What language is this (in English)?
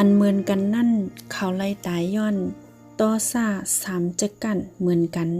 Shan